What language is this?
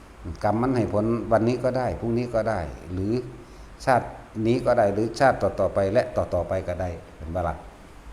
Northeastern Thai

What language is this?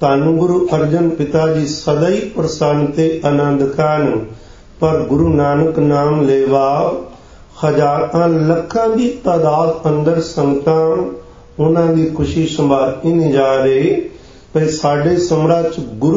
Punjabi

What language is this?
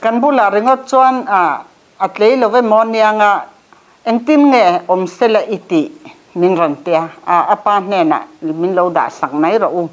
Mizo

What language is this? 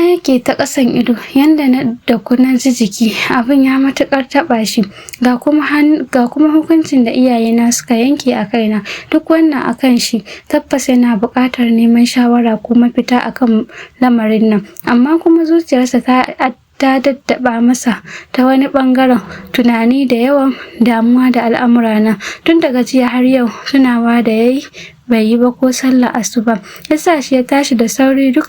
Hausa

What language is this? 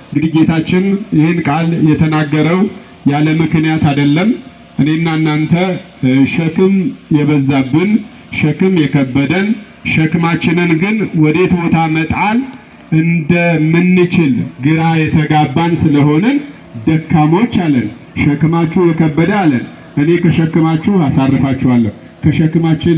Amharic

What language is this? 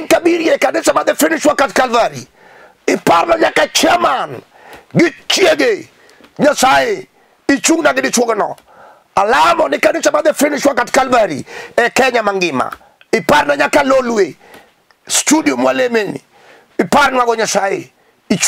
Luo (Kenya and Tanzania)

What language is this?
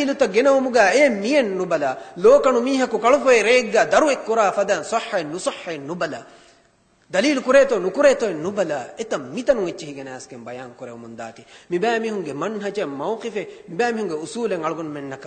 Divehi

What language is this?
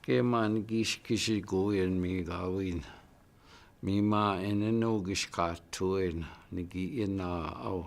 Chippewa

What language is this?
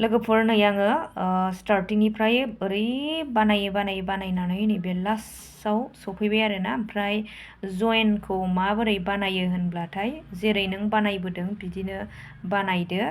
Bodo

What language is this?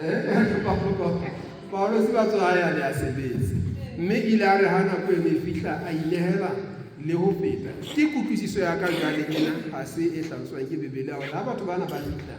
Southern Sotho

